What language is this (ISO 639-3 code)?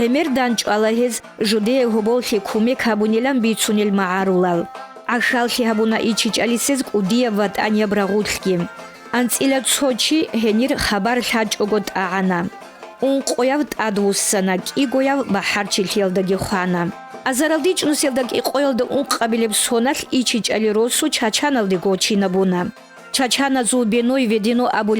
ava